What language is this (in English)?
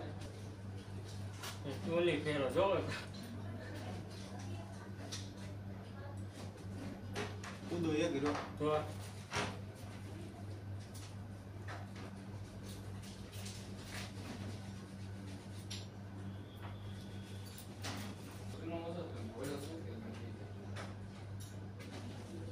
Gujarati